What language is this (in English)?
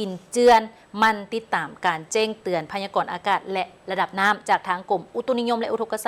Lao